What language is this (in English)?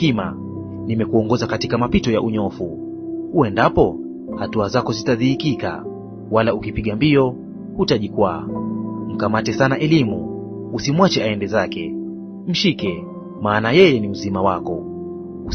Swahili